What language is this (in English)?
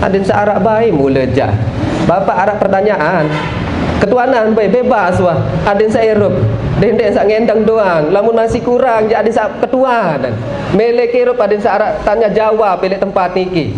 Sasak